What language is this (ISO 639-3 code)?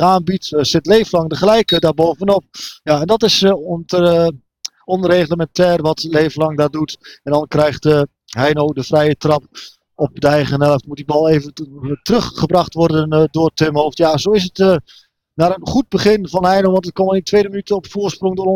nld